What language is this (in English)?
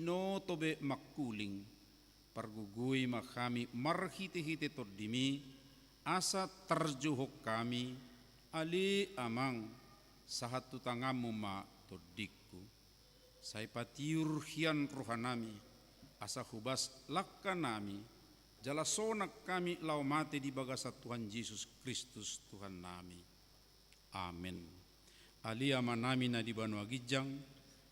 Batak Toba